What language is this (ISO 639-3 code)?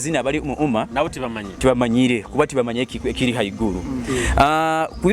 nyo